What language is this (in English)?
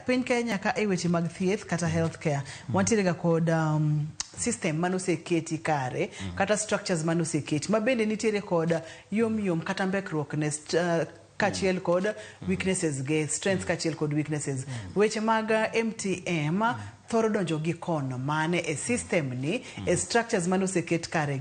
Luo (Kenya and Tanzania)